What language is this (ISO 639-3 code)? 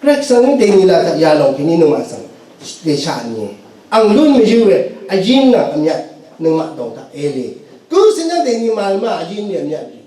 raw